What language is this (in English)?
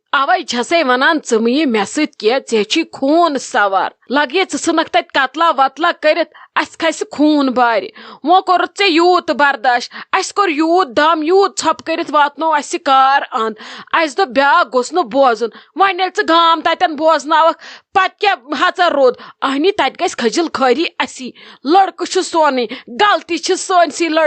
Kashmiri